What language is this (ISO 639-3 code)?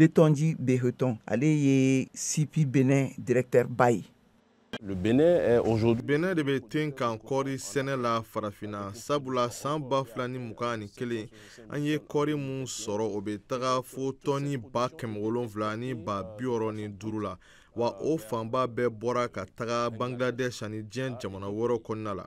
bam